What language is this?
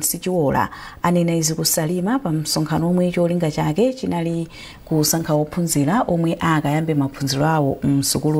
Nyanja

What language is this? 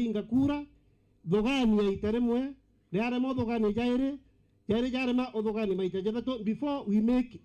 Meru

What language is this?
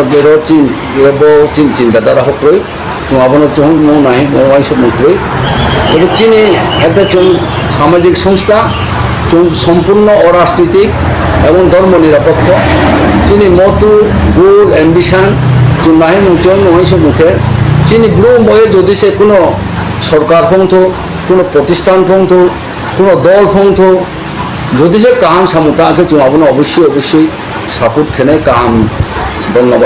Riang (India)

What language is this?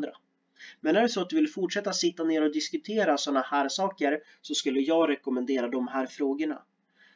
Swedish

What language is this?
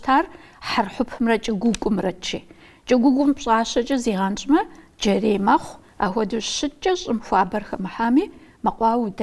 Kabardian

